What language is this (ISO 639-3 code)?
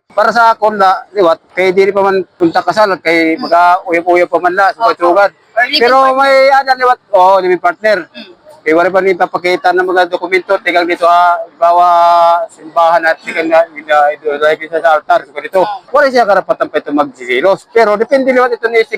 war